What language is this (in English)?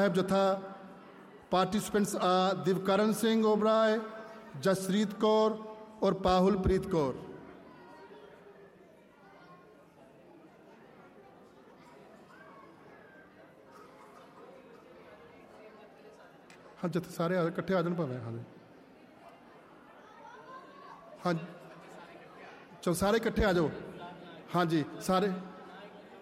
Punjabi